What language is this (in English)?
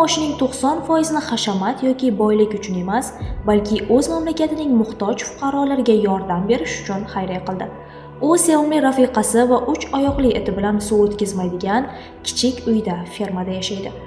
Uzbek